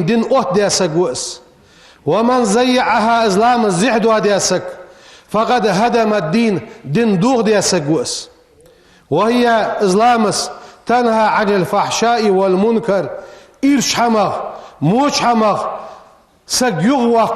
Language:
Ingush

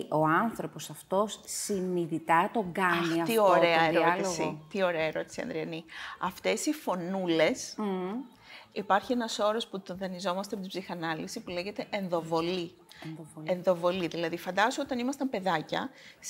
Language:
Greek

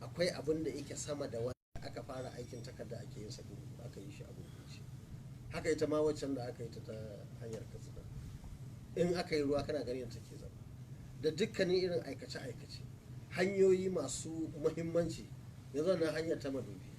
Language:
Hausa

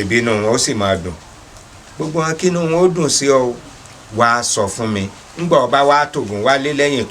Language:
Yoruba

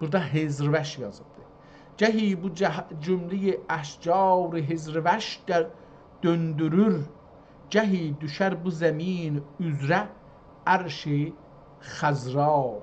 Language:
South Azerbaijani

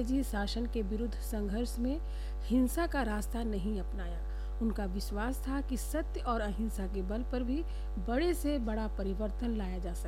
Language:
Hindi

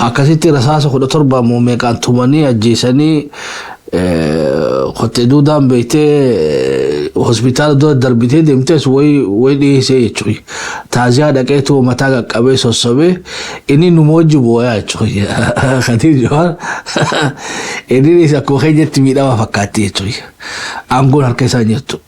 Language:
Oromo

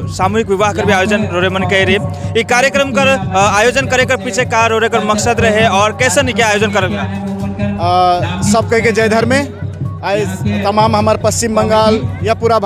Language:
Sadri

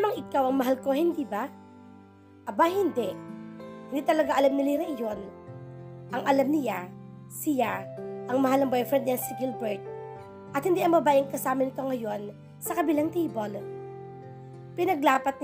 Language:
Filipino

